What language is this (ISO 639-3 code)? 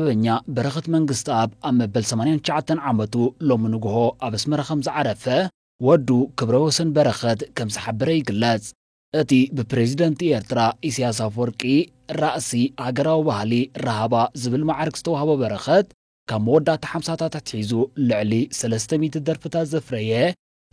tir